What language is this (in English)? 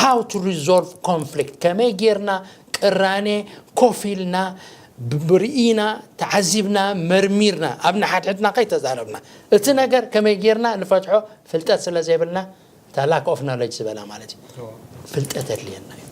Tigrinya